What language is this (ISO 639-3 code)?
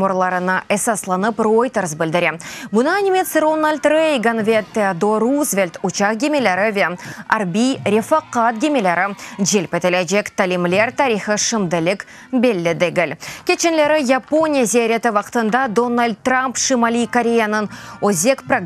crh